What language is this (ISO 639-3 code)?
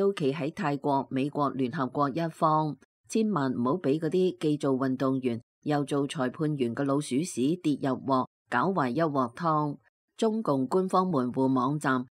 yue